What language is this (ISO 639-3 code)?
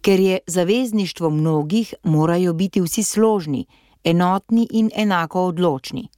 slv